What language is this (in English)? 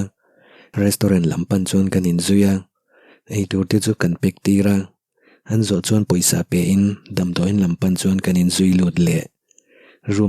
Mizo